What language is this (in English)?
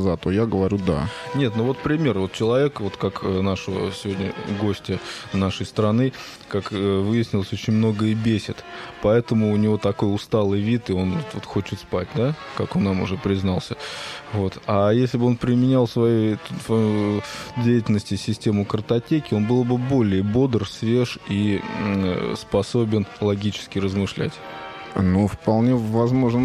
Russian